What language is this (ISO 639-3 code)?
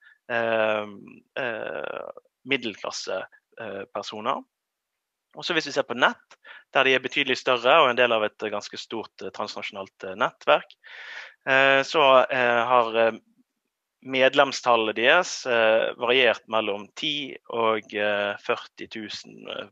nor